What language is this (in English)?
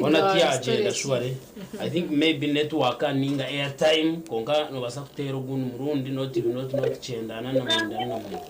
Nyankole